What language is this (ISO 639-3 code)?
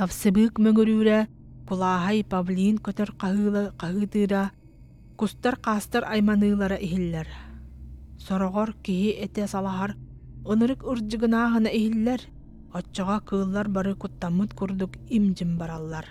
sah